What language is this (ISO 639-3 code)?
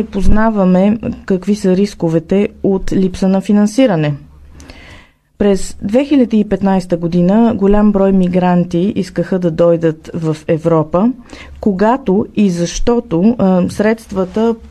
bul